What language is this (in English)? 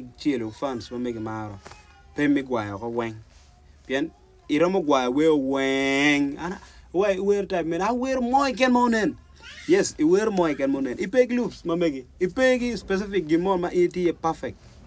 Acoli